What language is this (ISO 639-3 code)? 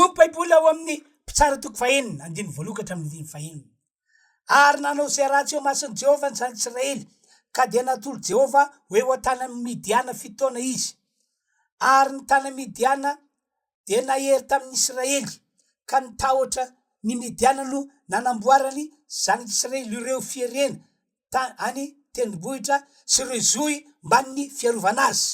mlg